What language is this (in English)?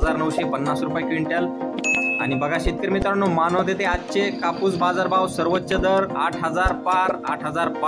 Marathi